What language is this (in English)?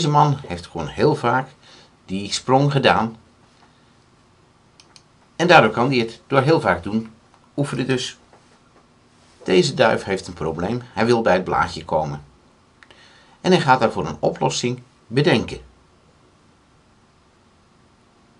Dutch